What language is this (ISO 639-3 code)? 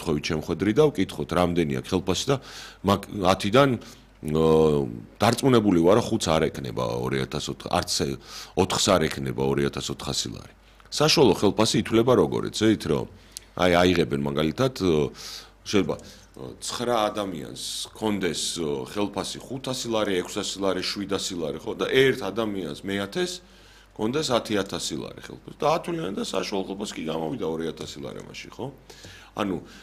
kat